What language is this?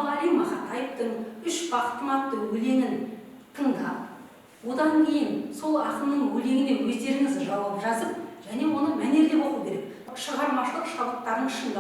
Kazakh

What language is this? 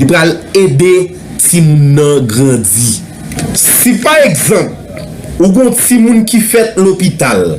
Haitian Creole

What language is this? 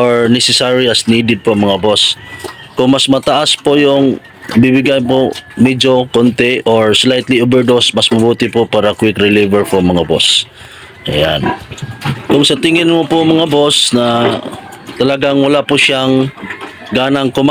Filipino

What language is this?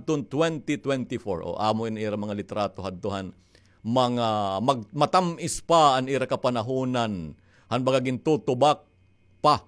Waray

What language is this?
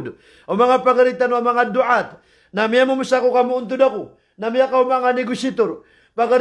Maranao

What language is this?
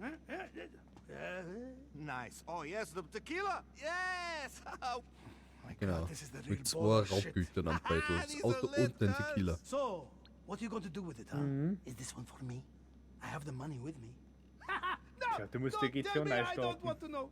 Bavarian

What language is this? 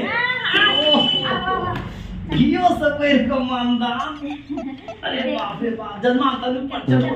Maithili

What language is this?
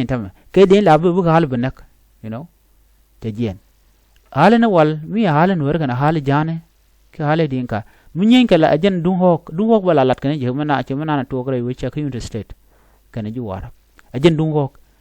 Nuer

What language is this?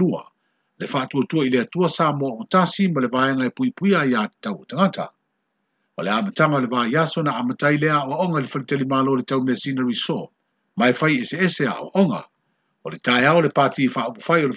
Samoan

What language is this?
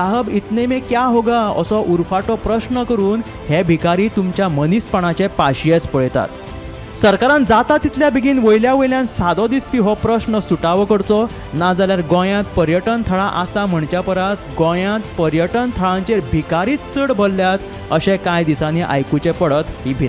Konkani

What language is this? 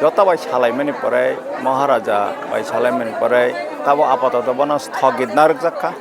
Kok Borok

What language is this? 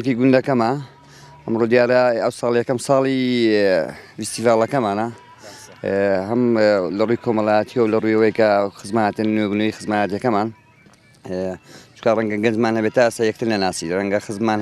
Central Kurdish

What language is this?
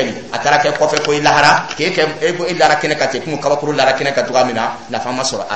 Dyula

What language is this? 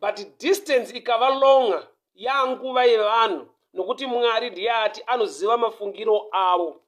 Shona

